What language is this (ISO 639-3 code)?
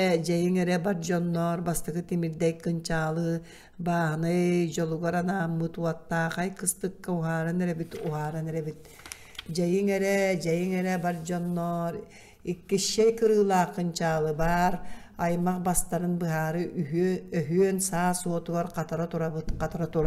sah